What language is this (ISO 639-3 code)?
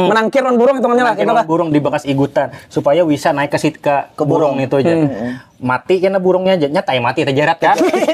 bjn